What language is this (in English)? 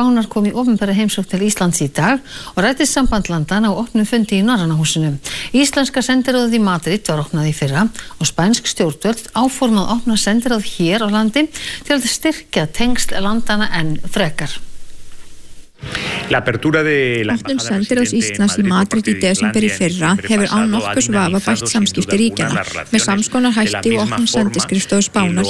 Icelandic